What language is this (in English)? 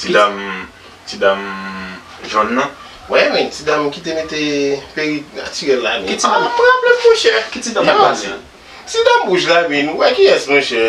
Haitian Creole